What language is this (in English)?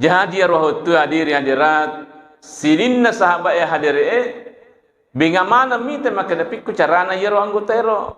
Buginese